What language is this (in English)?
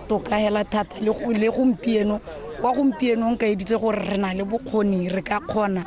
Tswana